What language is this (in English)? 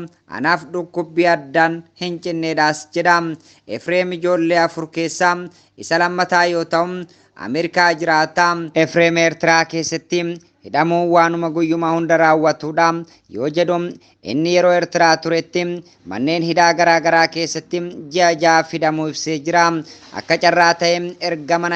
Oromo